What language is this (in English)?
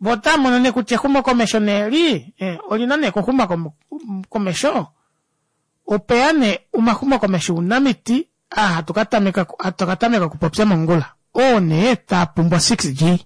Kuanyama